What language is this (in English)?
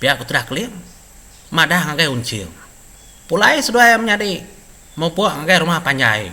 Iban